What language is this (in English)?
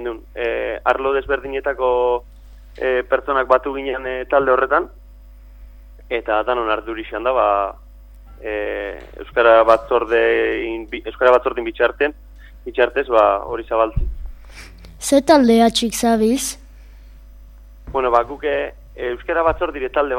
Basque